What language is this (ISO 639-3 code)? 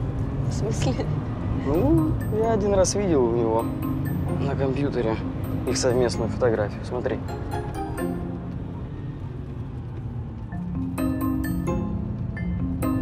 rus